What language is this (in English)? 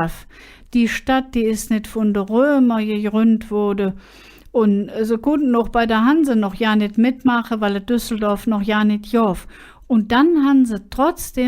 Colognian